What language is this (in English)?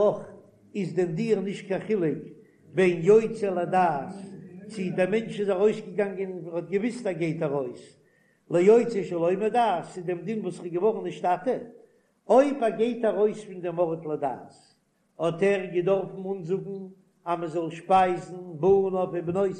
Yiddish